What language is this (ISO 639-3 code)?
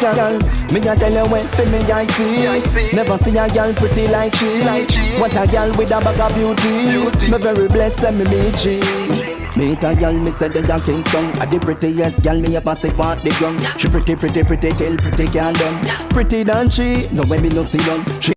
jam